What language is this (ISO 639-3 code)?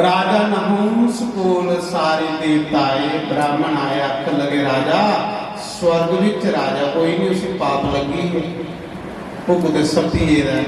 doi